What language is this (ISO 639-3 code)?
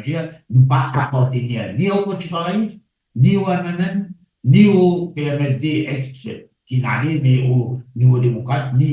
mfe